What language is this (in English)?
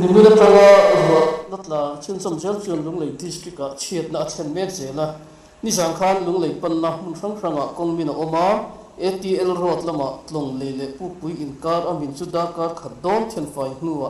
Mizo